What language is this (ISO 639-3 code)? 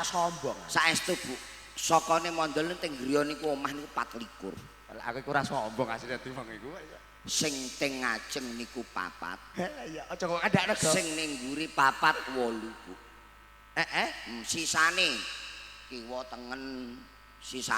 jav